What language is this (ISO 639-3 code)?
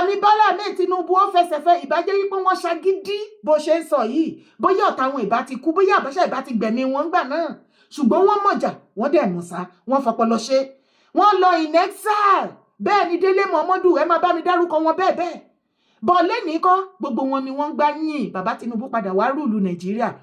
yor